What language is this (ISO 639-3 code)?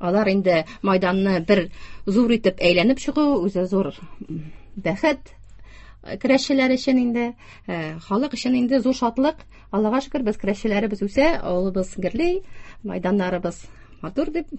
tat